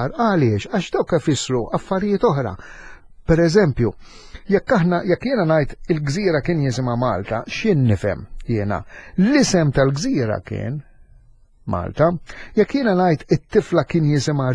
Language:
Maltese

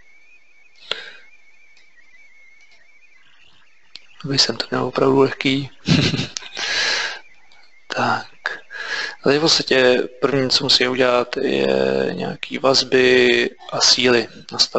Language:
Czech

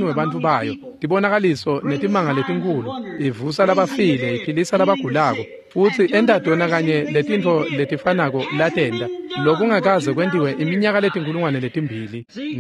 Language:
Swati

